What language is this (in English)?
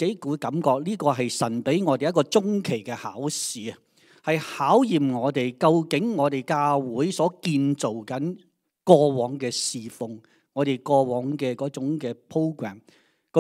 Cantonese